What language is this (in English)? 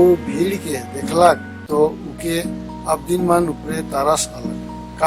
Sadri